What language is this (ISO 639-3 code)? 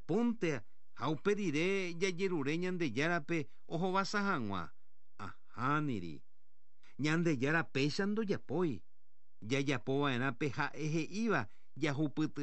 grn